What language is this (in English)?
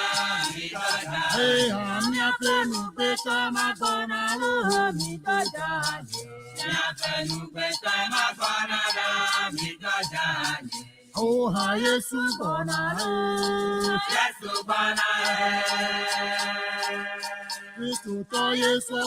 Ewe